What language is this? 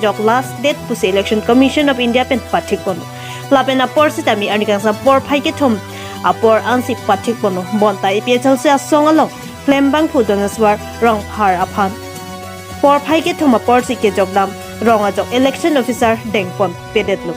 Karbi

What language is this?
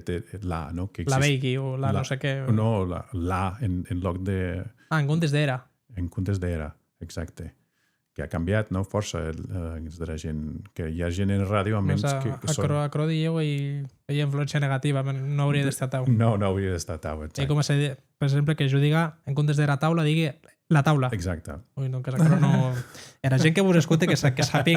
Occitan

